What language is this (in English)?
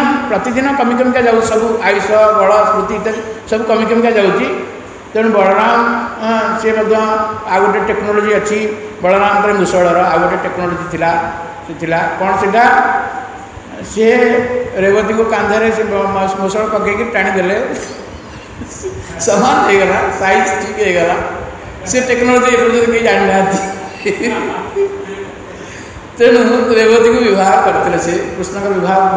Odia